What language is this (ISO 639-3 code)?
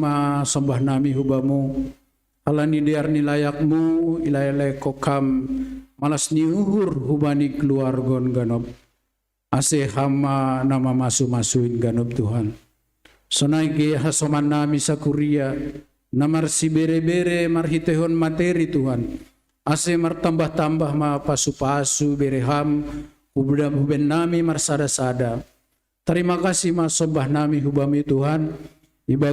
bts